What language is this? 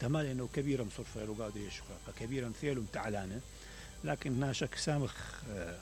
Mesopotamian Arabic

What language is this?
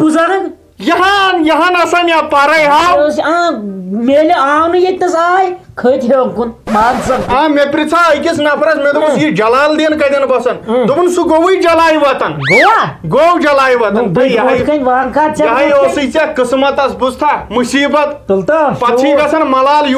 Kashmiri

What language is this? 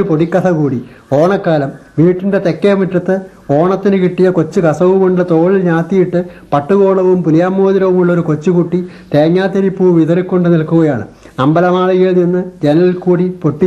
Malayalam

